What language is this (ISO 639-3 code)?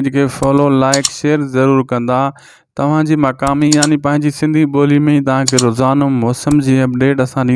snd